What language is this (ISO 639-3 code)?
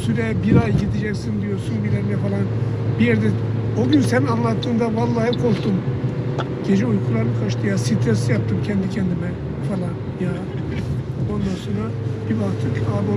tur